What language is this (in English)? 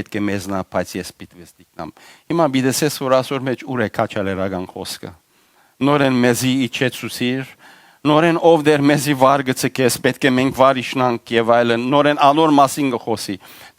Western Armenian